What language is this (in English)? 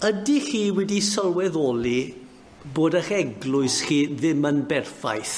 Welsh